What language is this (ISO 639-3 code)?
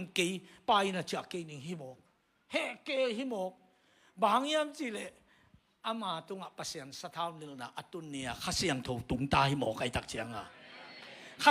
ctd